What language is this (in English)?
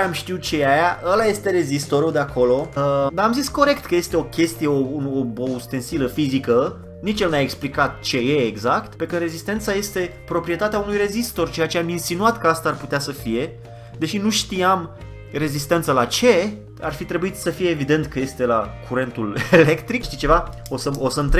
Romanian